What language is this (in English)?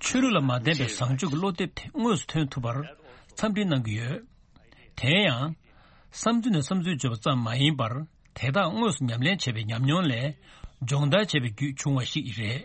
Tibetan